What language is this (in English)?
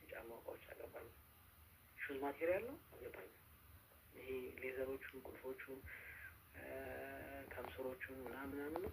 Amharic